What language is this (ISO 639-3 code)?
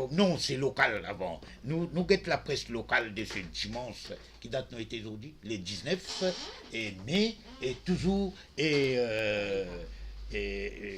mfe